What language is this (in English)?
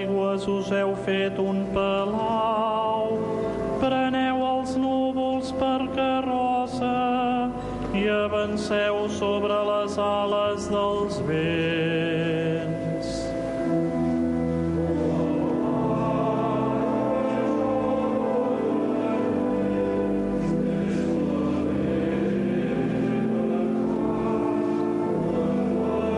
Catalan